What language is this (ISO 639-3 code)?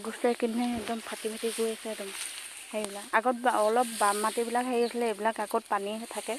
asm